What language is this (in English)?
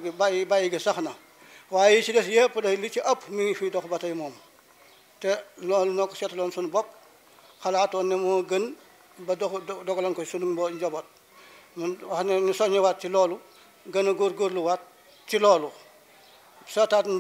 Wolof